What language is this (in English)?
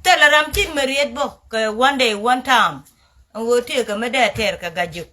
Nuer